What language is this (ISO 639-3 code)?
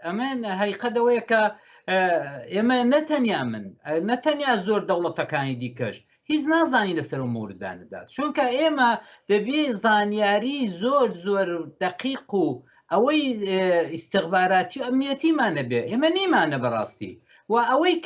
ckb